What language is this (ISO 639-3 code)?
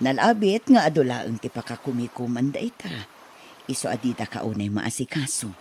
ilo